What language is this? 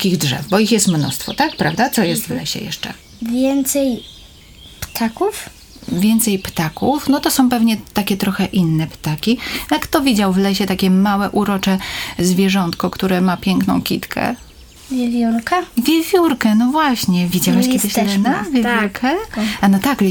Polish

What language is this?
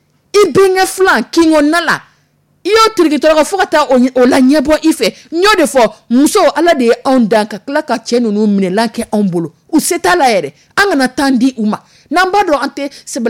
Dyula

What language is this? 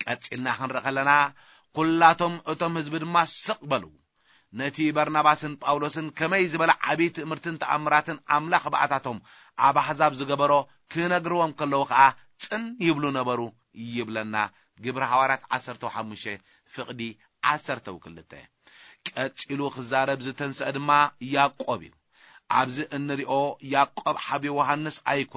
Tigrinya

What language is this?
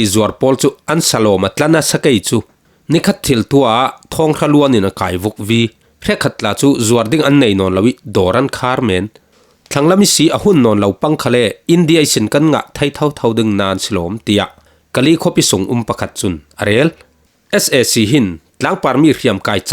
Falam Chin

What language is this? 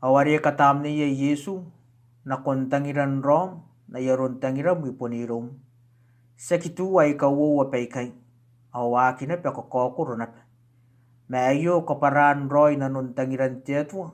Gilbertese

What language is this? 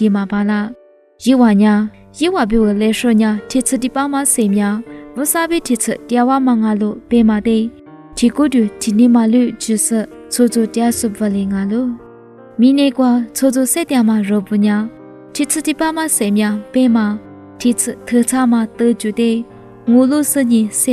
Lisu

